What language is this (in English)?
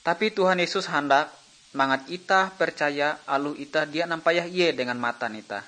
Ngaju